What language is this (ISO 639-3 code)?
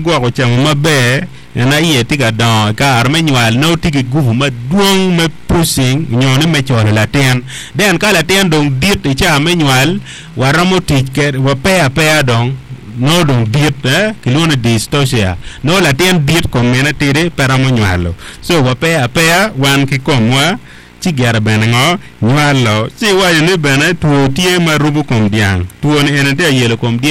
ach